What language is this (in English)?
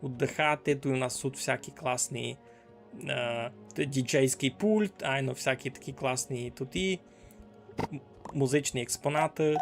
Rusyn